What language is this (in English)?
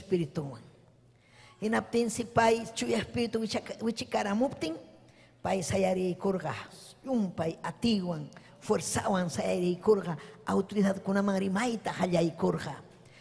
Ayacucho Quechua